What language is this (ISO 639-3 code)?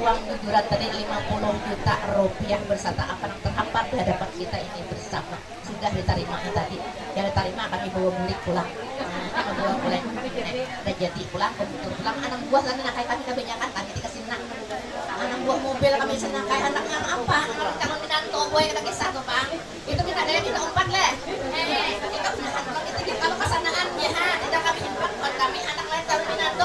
bjn